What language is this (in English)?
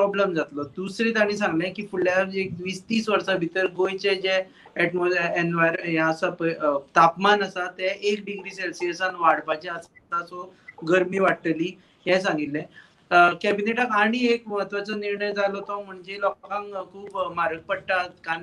Konkani